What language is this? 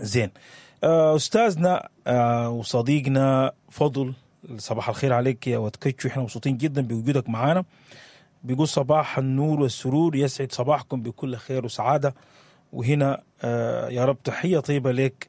Sudanese Arabic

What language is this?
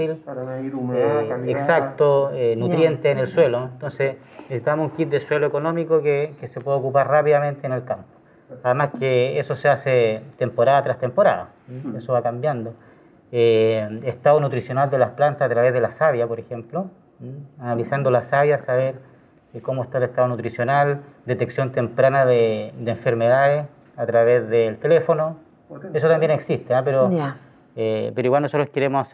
Spanish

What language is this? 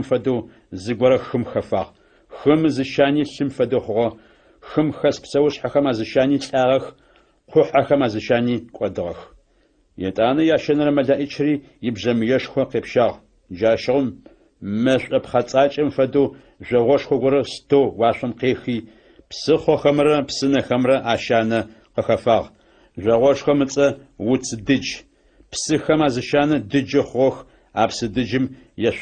Adyghe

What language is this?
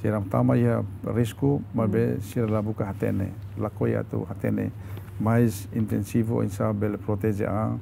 Tetum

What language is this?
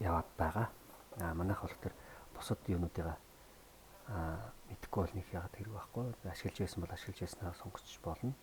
Mongolian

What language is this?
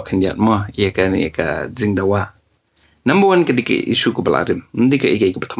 Khasi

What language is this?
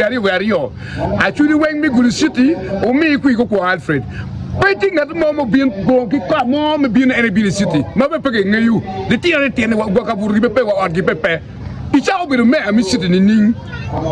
Acoli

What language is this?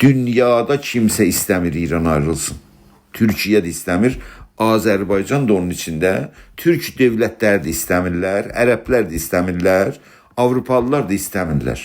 South Azerbaijani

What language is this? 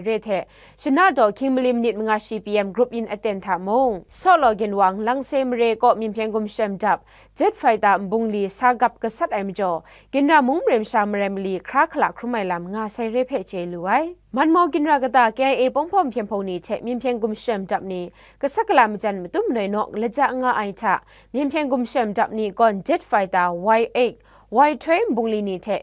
Kachin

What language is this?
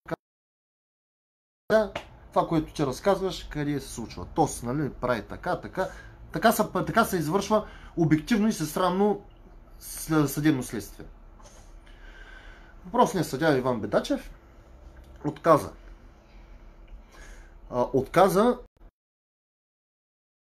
Bulgarian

